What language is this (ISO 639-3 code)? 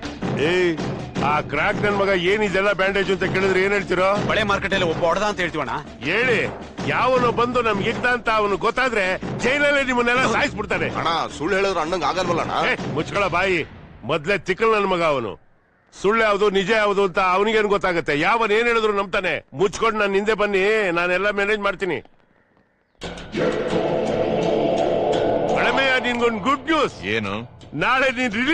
kan